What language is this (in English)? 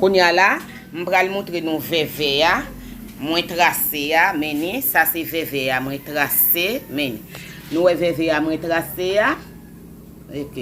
Haitian Creole